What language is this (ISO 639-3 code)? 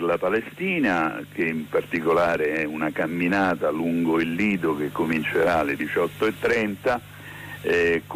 ita